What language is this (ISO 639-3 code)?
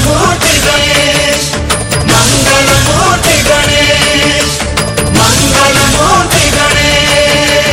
hin